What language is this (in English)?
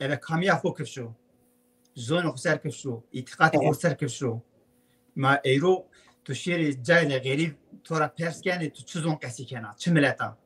Zaza